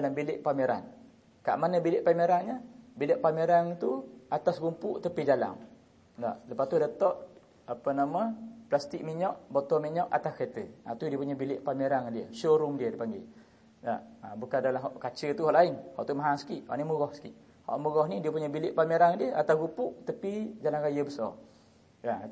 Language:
Malay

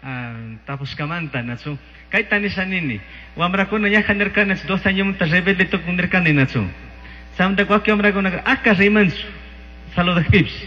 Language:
Chimborazo Highland Quichua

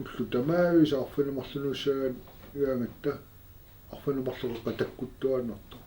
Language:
Kalaallisut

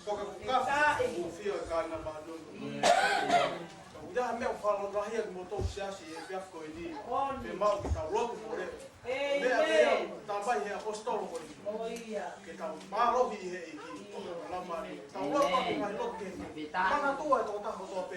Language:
Tongan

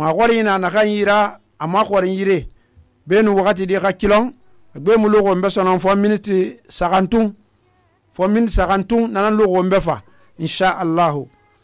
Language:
Susu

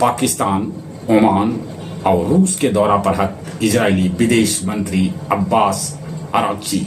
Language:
Magahi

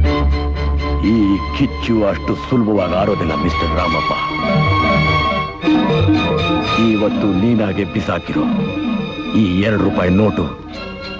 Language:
Kannada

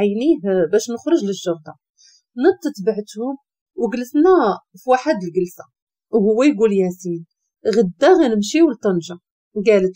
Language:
Moroccan Arabic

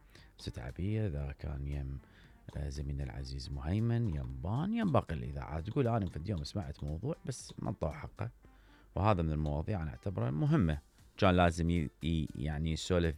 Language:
Mesopotamian Arabic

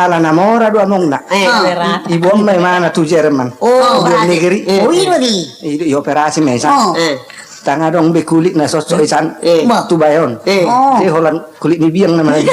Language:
Batak Toba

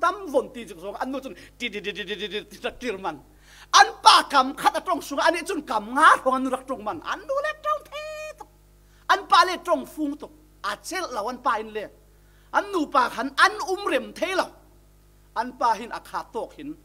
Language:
Falam Chin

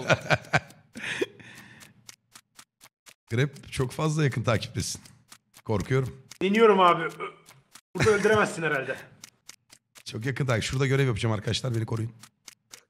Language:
Turkish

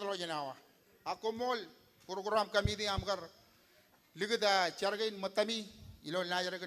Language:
Marshallese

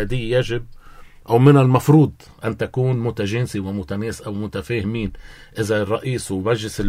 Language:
North Levantine Arabic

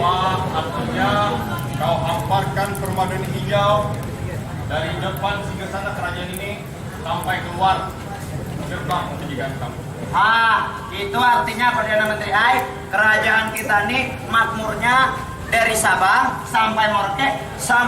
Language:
Banjar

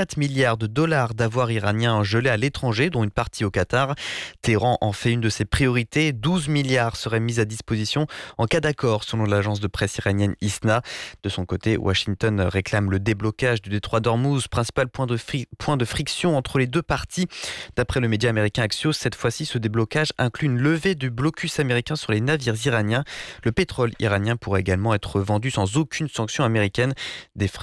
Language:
French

